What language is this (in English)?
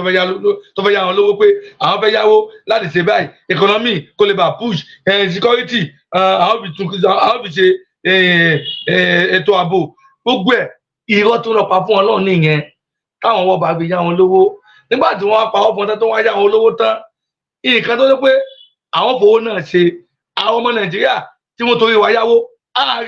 Yoruba